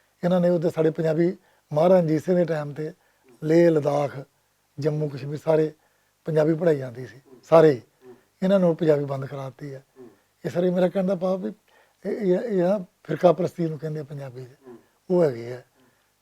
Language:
Western Panjabi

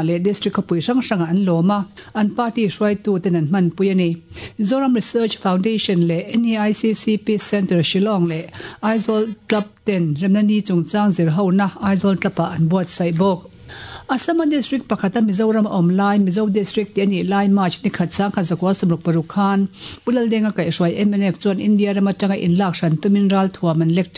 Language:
Mizo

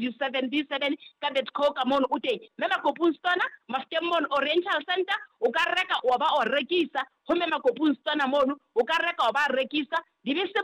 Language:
Southern Sotho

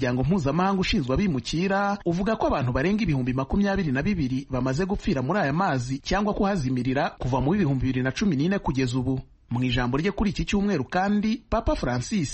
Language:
Kinyarwanda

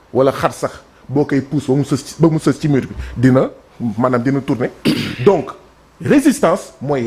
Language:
Wolof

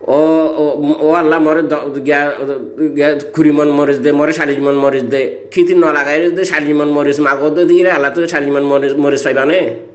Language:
Rohingya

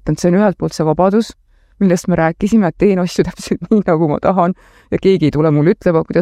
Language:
Estonian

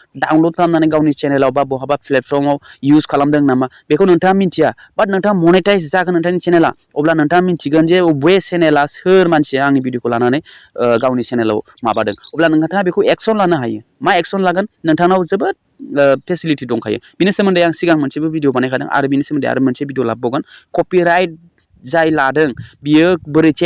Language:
Bodo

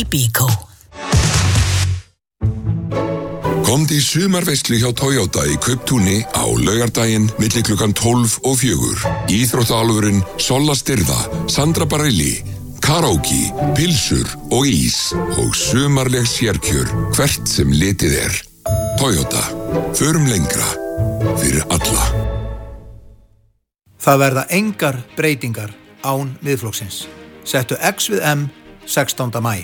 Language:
Icelandic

